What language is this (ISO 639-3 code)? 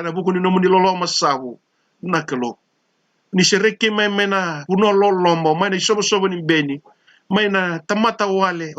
fij